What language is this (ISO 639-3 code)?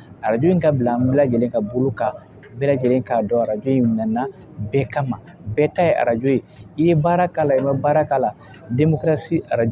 bam